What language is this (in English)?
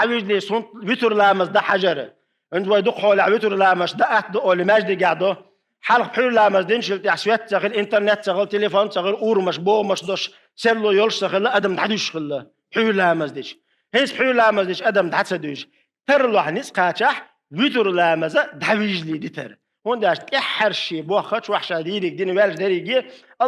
Chechen